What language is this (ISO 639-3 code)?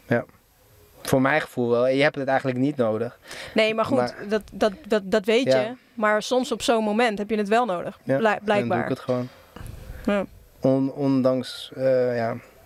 nld